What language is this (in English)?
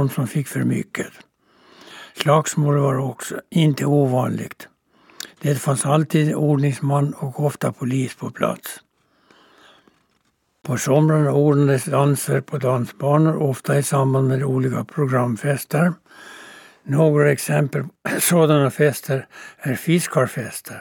Swedish